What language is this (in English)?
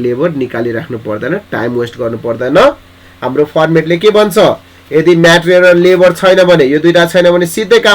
Nepali